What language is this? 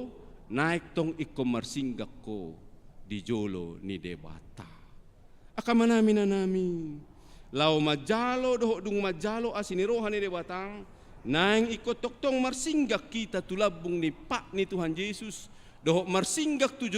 Batak Toba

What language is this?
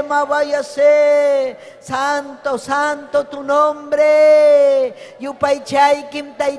Ayacucho Quechua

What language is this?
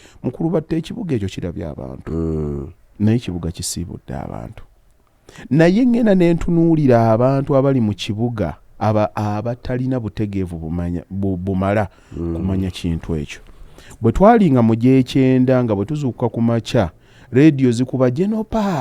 Ganda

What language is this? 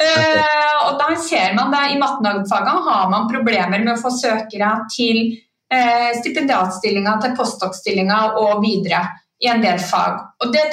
Norwegian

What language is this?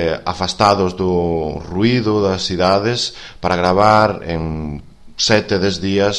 Galician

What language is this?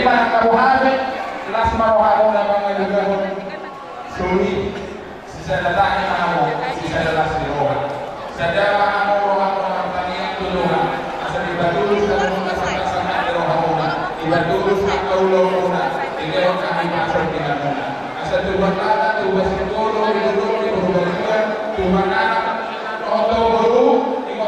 Batak Toba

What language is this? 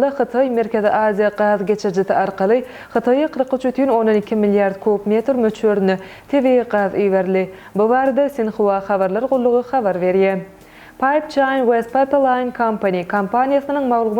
Turkmen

